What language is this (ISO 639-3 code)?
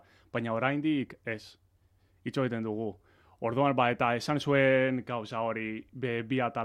eus